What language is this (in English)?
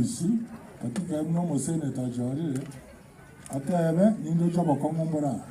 Gusii